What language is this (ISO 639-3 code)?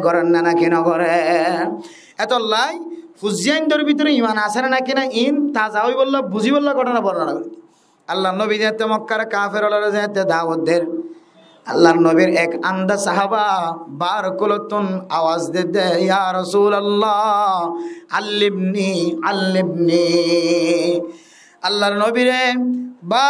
rhg